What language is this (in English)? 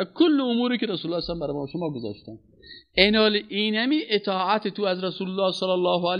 Persian